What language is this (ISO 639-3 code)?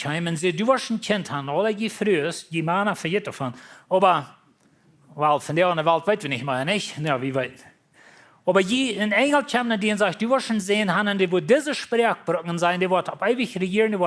pdt